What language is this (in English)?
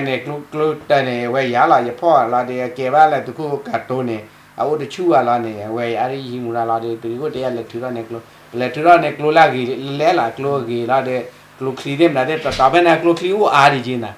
S'gaw Karen